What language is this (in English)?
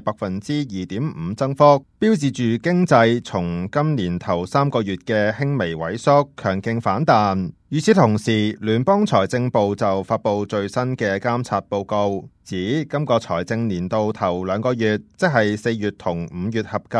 Cantonese